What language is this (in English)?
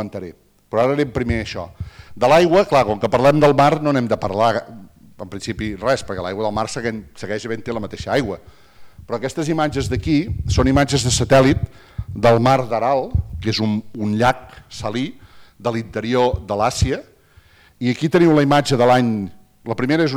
Catalan